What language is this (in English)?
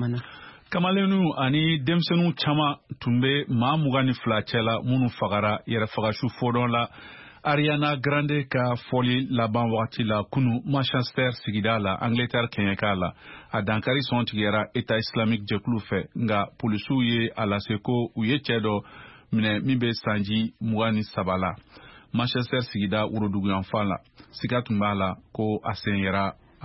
Bambara